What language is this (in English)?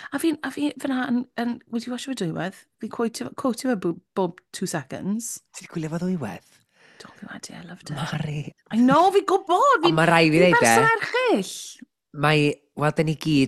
Welsh